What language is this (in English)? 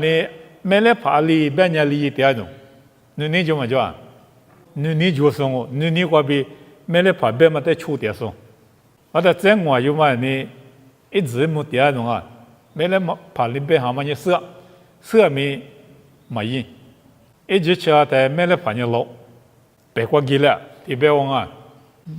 Lisu